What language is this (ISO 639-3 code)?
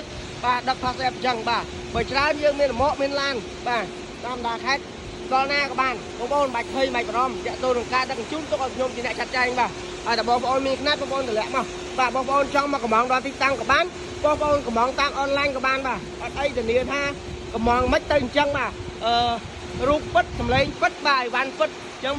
khm